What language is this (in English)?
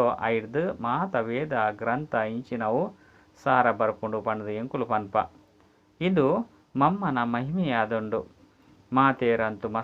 Tulu